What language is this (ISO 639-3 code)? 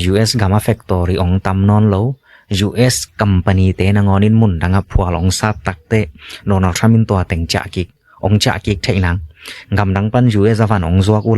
ctd